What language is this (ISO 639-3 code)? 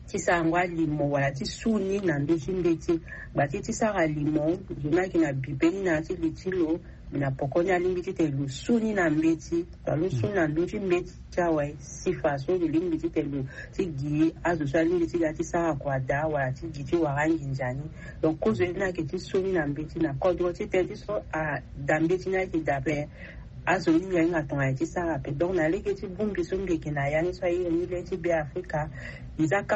sag